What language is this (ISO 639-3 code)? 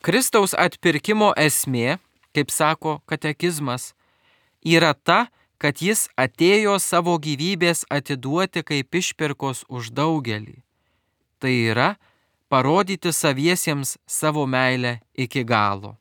lit